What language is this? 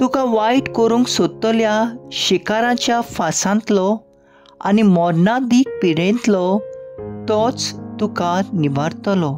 Konkani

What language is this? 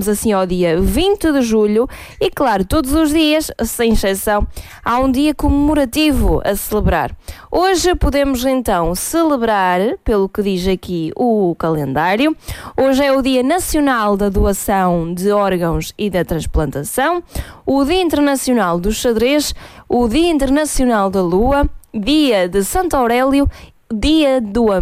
Portuguese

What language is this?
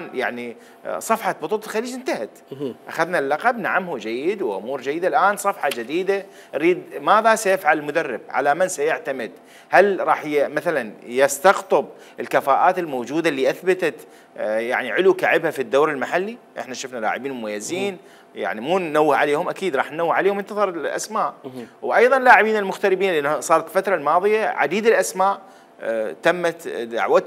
Mesopotamian Arabic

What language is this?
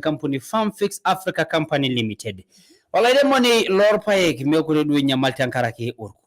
Masai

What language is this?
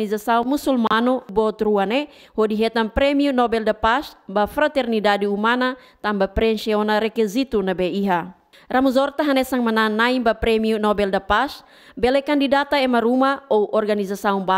Tetum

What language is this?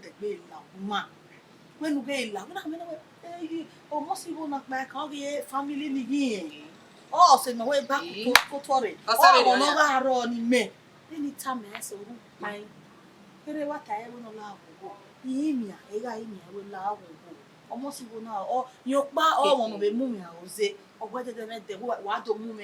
Bini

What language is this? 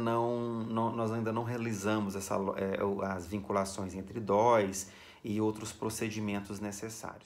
Portuguese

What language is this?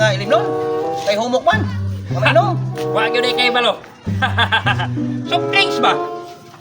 Cebuano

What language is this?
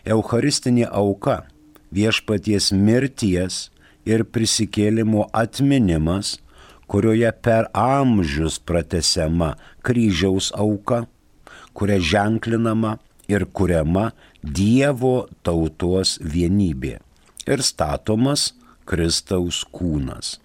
Lithuanian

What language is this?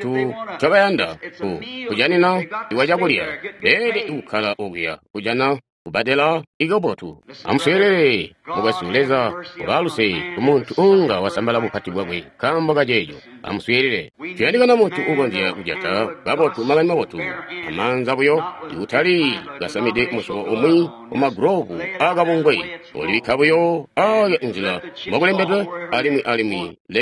Tonga (Zambia)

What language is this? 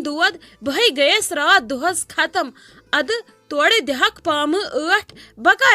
Kashmiri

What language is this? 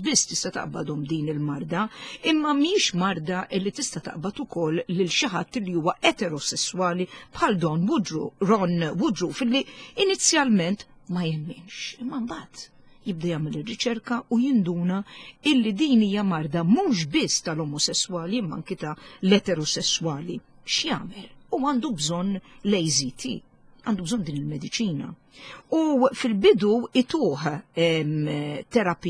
Maltese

